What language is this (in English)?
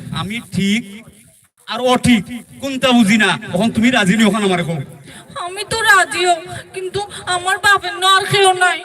Sylheti